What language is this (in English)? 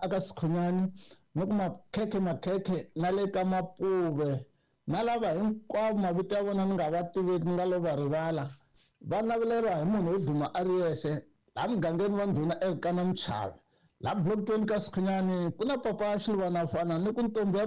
Tsonga